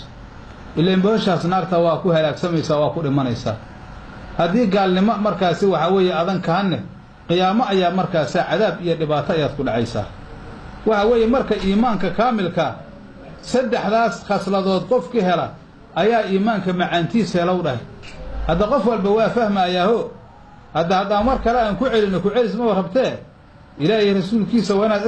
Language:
Somali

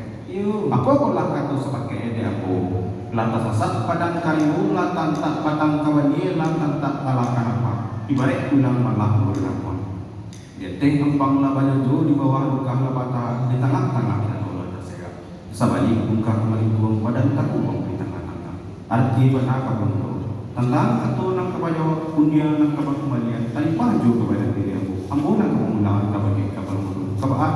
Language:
Minangkabau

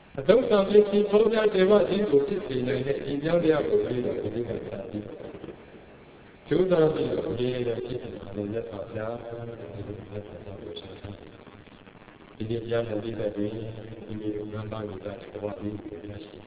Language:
Burmese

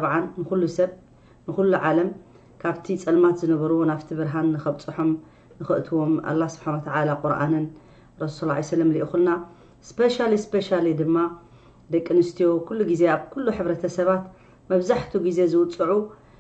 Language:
Tigrinya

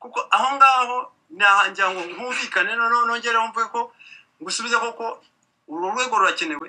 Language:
Kinyarwanda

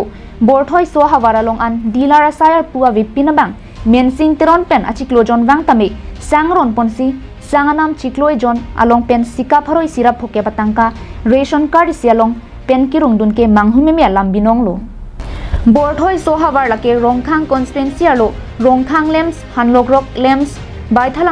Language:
Karbi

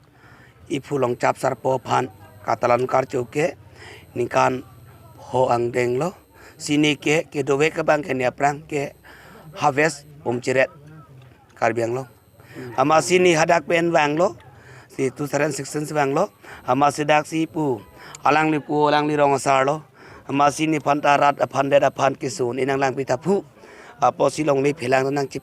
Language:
Karbi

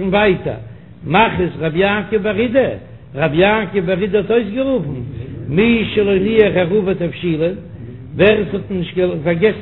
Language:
Yiddish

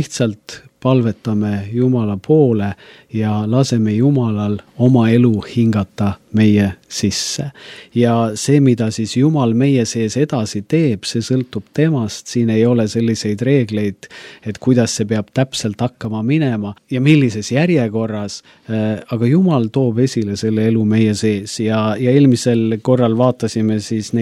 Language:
Estonian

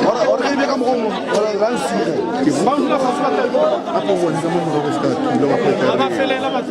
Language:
Northern Sotho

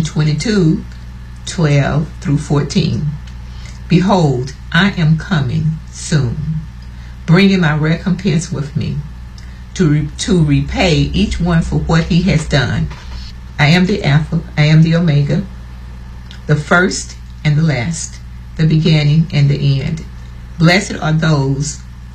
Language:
English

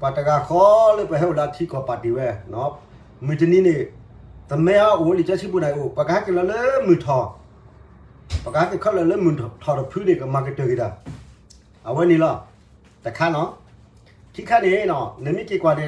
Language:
S'gaw Karen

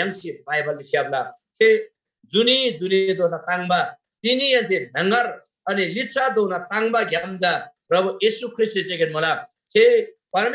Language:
Eastern Tamang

